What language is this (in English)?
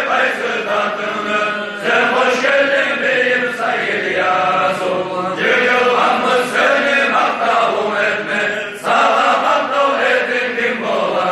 Kumyk